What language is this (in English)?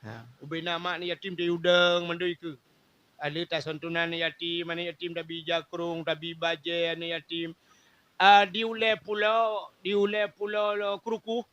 Achinese